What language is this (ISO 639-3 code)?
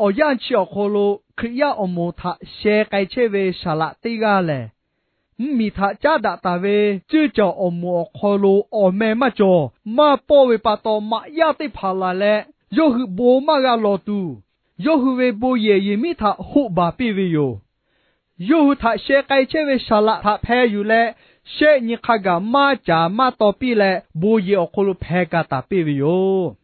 lhu